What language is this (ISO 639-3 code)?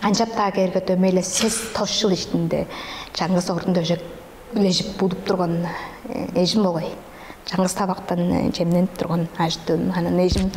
tyv